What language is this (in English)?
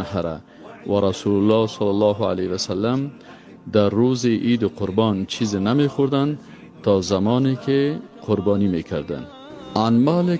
Tajik